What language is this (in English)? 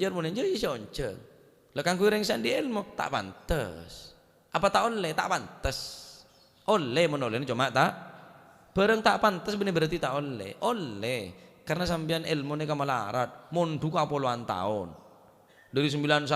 Madurese